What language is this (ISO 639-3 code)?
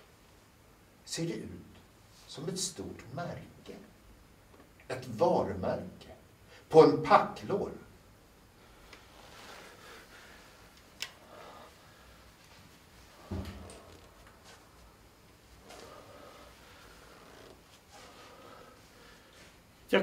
swe